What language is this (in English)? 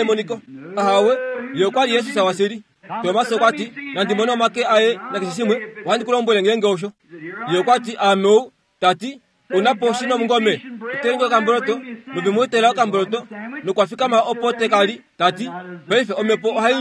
Kuanyama